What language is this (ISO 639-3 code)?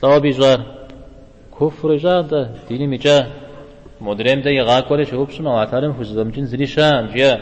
kbd